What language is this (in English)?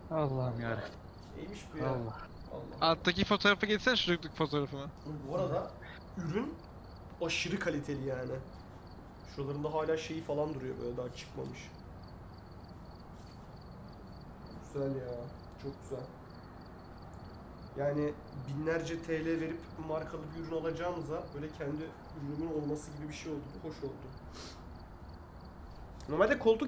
Turkish